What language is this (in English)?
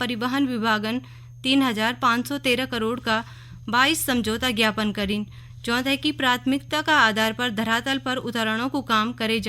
Garhwali